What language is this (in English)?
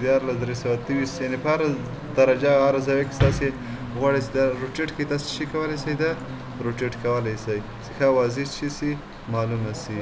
Pashto